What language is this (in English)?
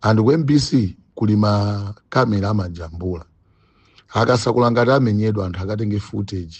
Nyanja